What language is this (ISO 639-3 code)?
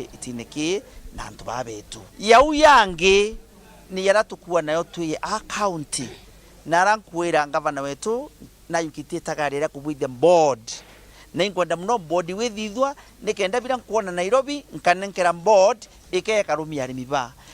mer